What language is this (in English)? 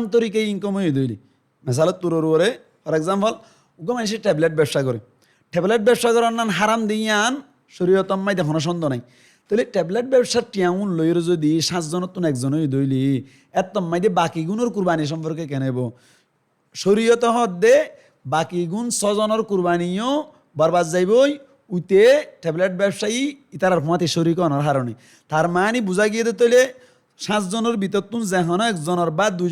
Rohingya